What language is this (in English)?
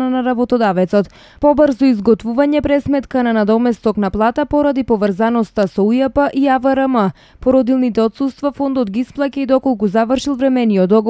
Macedonian